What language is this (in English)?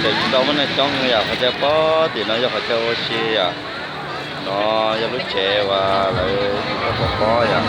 Hmong